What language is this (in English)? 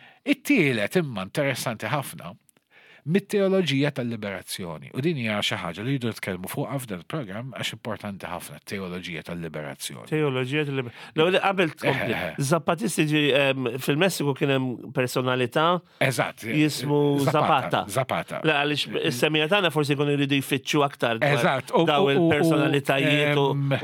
Maltese